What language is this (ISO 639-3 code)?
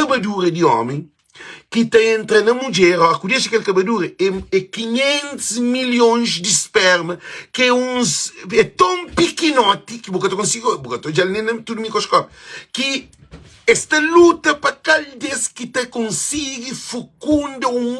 kea